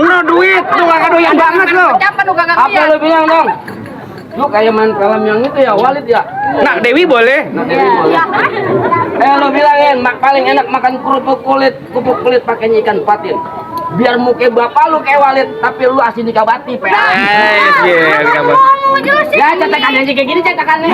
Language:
Betawi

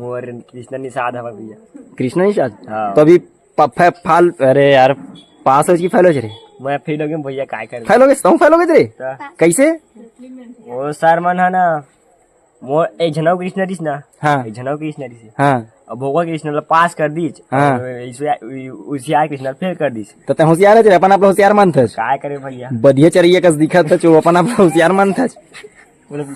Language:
Chhattisgarhi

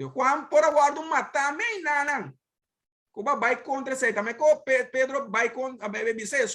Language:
Papiamento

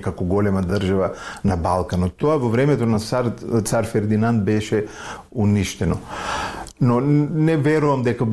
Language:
Macedonian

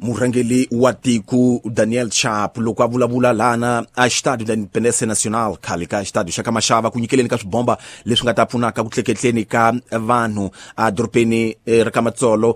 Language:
Tsonga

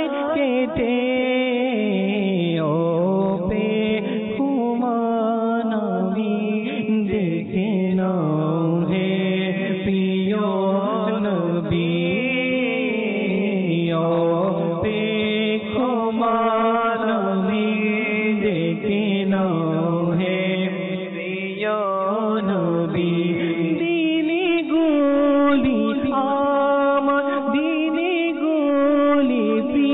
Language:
Bangla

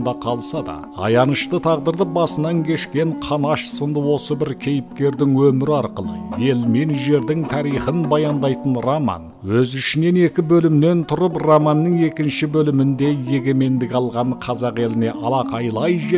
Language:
Kazakh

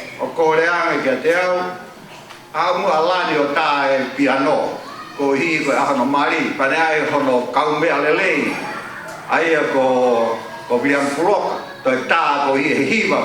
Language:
Tongan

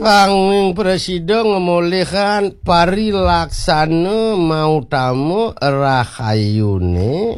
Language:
Balinese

